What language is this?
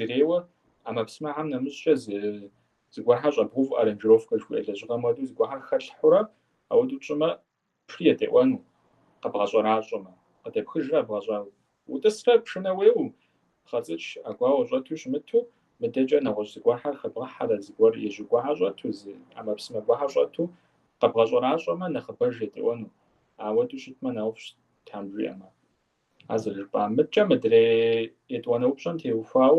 Kabardian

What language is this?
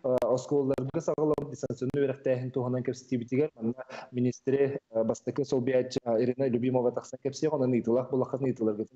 Yakut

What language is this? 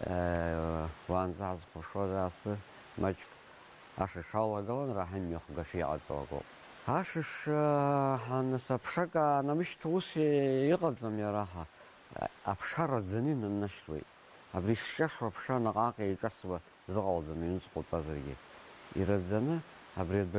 Abkhazian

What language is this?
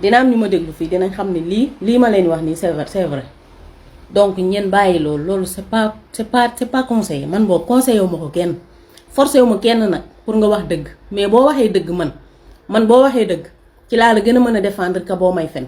Wolof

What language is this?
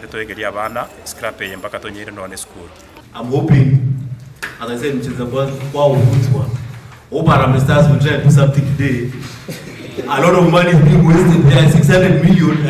Gusii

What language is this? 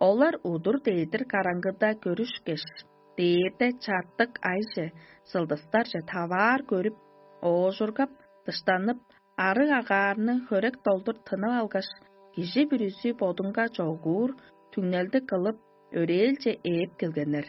Tuvinian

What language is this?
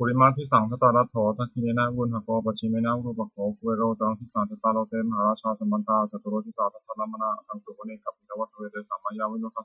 Pali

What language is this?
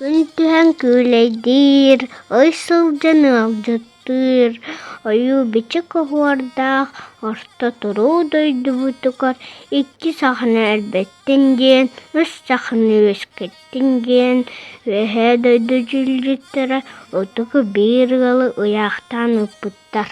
Yakut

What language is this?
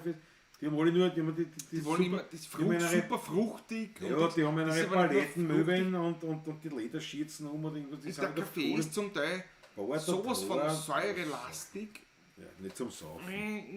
Bavarian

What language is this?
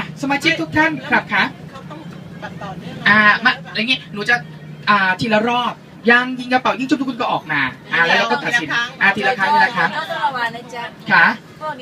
Thai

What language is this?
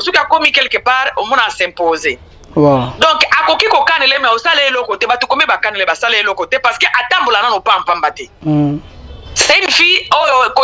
Lingala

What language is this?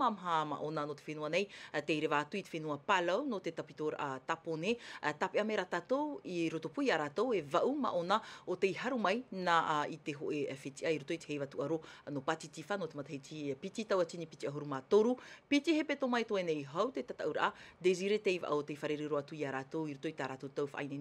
Tahitian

